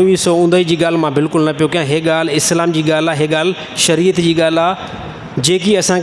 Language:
Sindhi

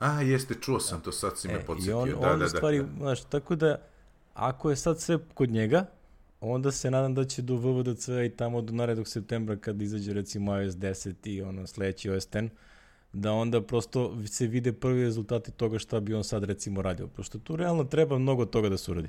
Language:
Serbian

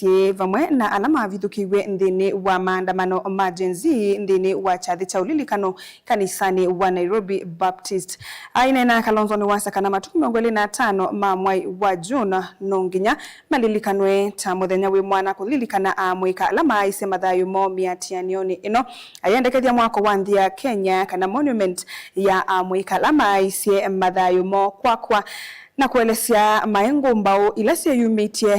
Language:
Kamba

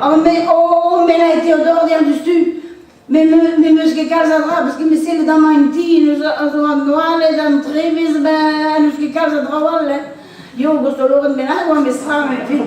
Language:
Breton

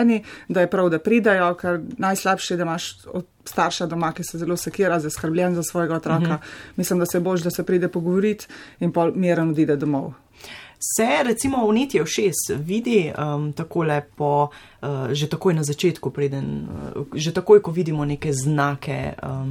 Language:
Slovenian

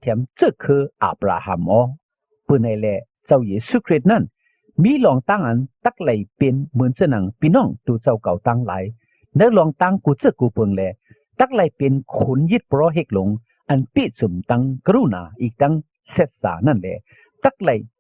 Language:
Shan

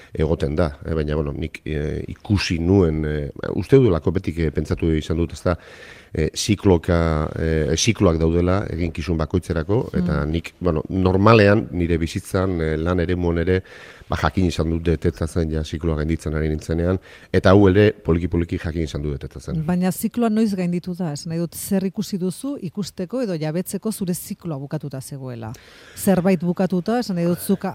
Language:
Basque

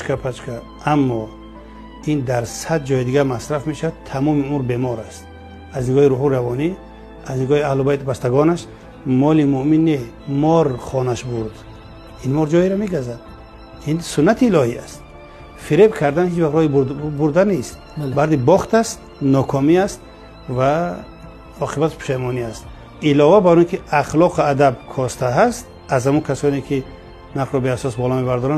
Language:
Tajik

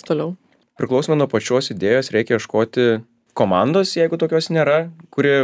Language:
Lithuanian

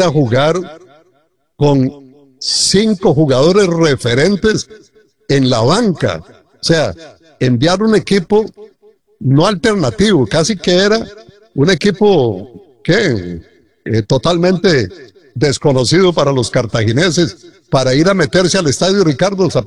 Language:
Spanish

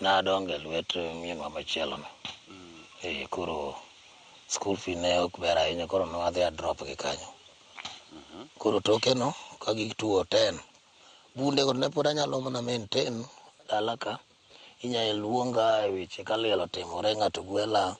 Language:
Luo (Kenya and Tanzania)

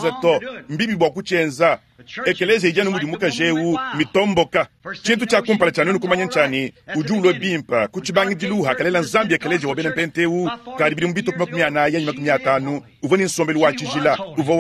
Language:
Luba-Lulua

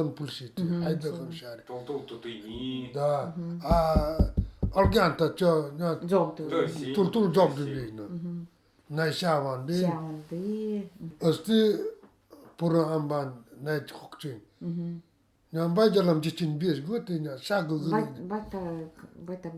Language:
Nanai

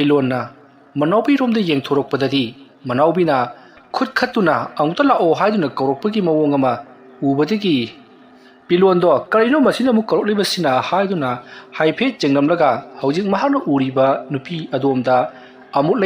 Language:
Manipuri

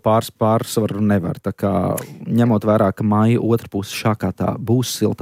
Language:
Latvian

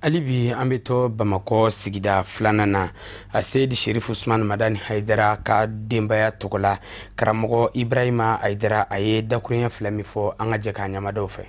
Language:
Bambara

